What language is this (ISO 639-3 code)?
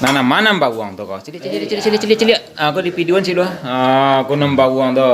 min